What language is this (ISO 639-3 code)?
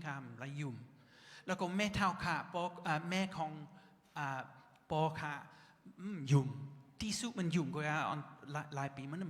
shn